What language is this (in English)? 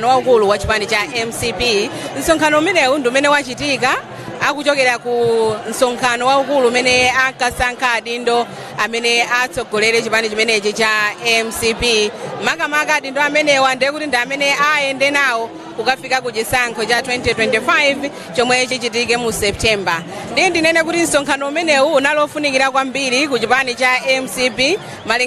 Nyanja